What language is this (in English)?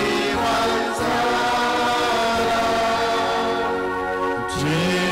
Konkani